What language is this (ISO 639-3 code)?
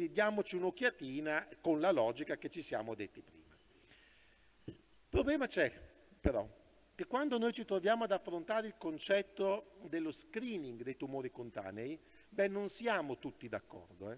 ita